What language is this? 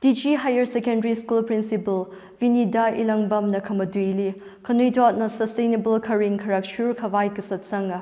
Tangkhul Naga (India)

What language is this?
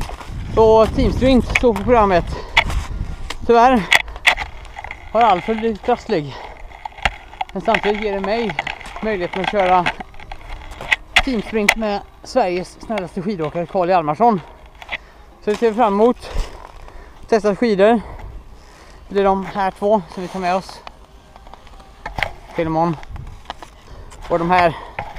Swedish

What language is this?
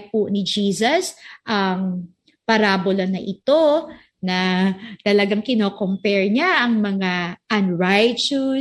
Filipino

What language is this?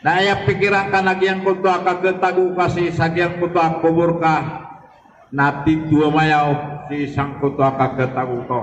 Maranao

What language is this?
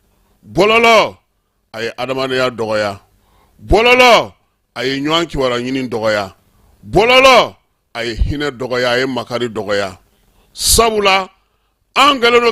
Bambara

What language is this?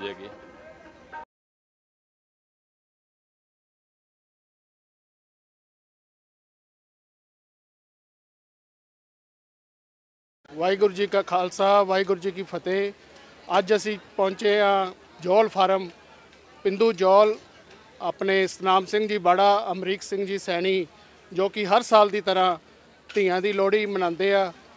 Punjabi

